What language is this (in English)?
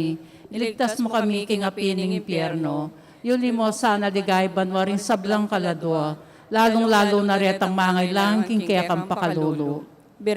Pampanga